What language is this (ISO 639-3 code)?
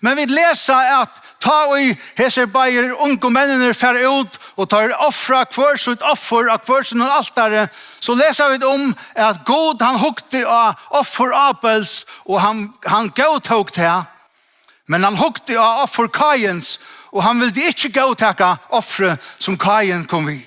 fao